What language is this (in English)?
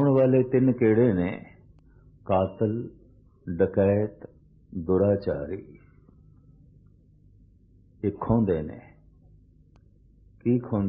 Punjabi